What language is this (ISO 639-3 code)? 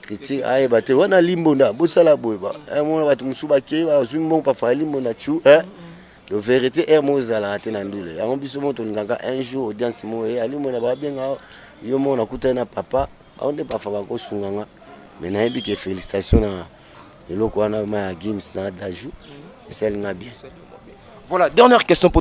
lin